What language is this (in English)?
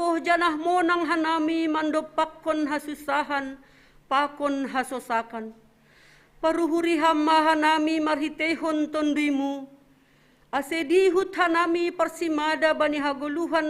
Batak Simalungun